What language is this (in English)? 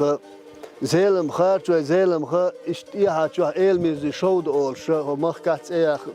Chechen